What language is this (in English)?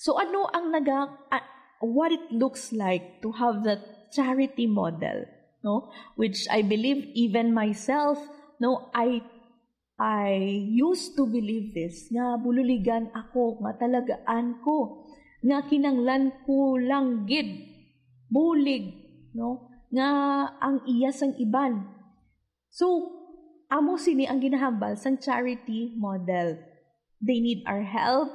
Hiligaynon